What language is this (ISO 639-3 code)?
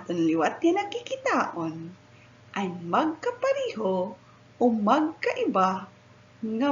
war